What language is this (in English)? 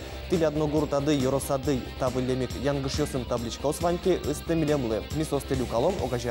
Udmurt